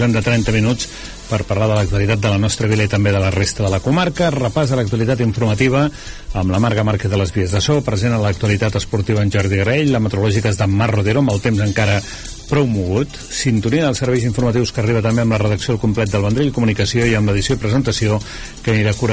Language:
Catalan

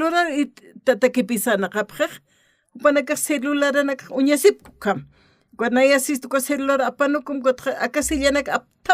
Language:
Aymara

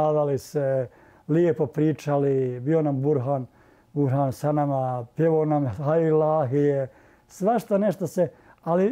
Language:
Bosnian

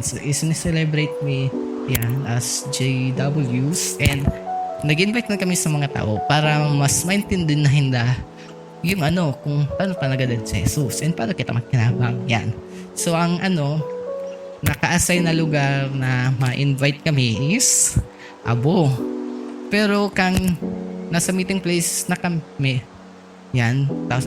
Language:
Bikol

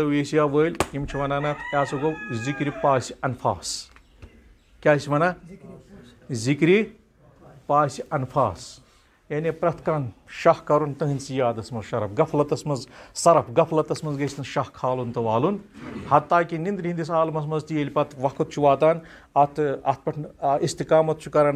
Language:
Kashmiri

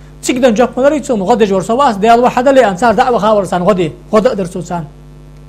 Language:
Ingush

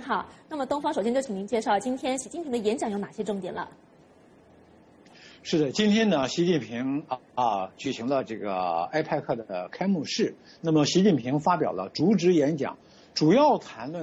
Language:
Chinese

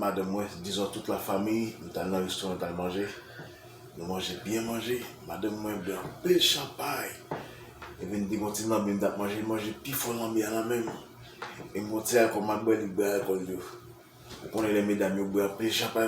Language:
Haitian Creole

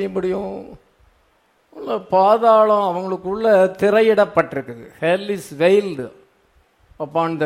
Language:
Tamil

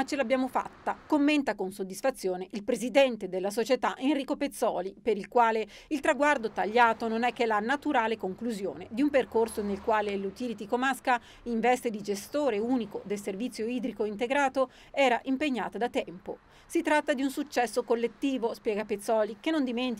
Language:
Italian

